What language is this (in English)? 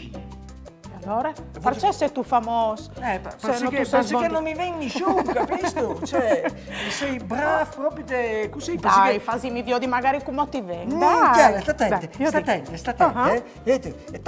Friulian